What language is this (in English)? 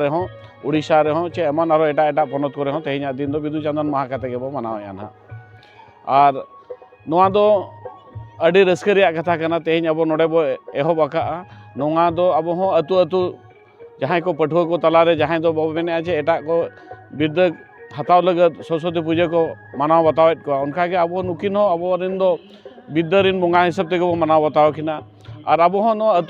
Santali